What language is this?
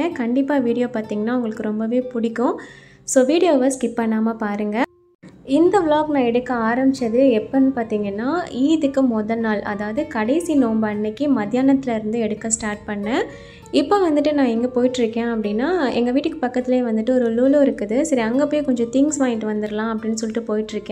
Tamil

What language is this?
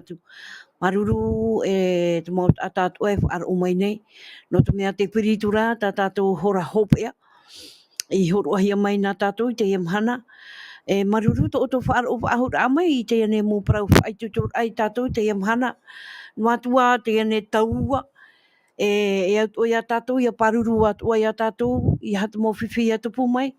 Tahitian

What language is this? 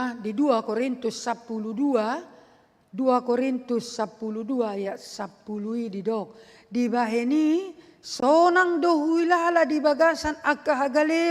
Batak Toba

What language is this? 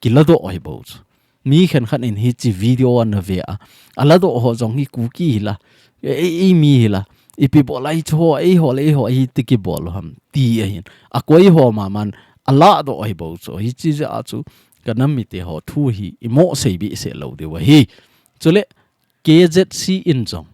Thado Chin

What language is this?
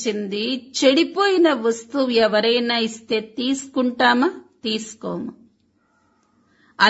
Telugu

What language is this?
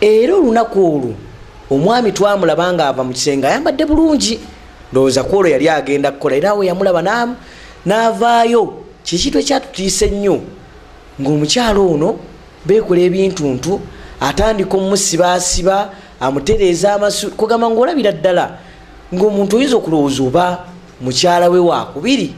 Ganda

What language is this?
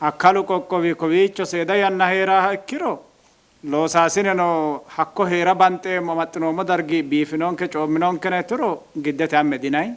Sidamo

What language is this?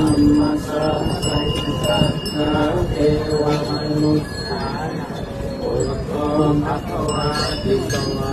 Pali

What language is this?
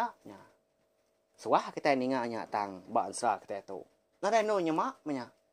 Iban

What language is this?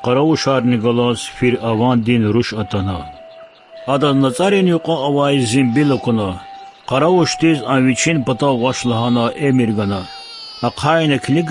Lezghian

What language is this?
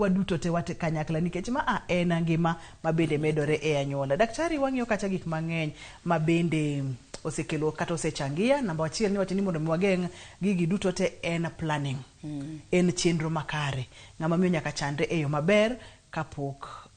Luo (Kenya and Tanzania)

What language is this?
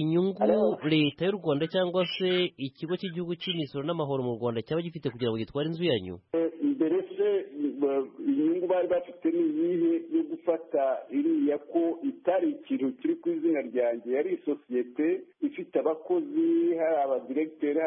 Kinyarwanda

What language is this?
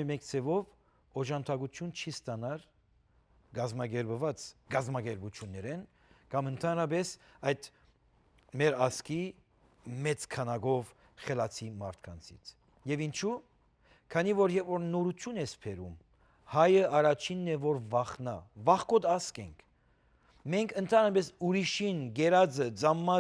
Western Armenian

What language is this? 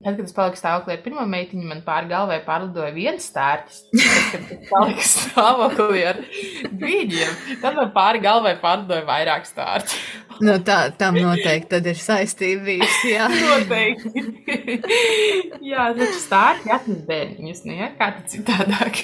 Latvian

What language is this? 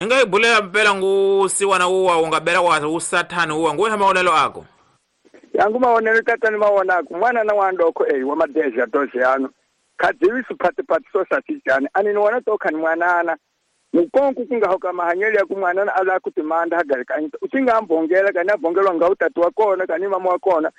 Tsonga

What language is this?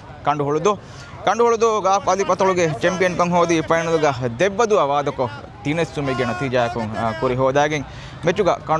Divehi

